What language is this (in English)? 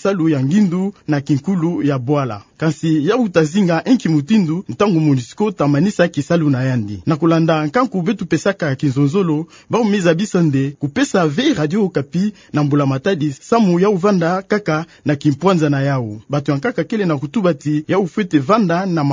Kituba (Democratic Republic of Congo)